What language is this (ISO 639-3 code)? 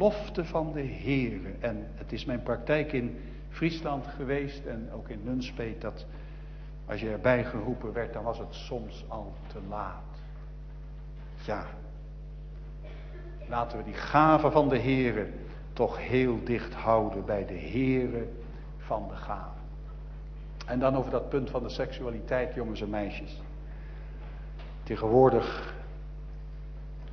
nld